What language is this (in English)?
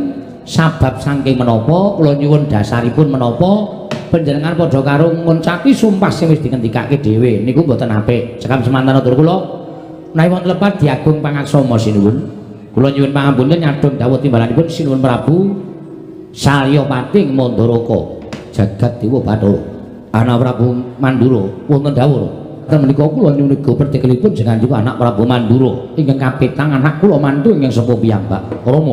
Javanese